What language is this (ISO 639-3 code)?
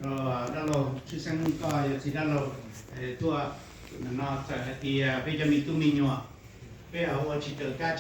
hmn